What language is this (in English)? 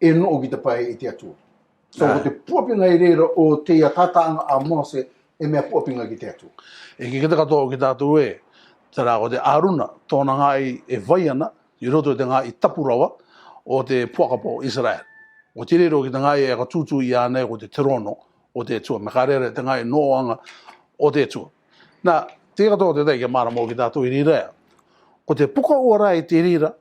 Rarotongan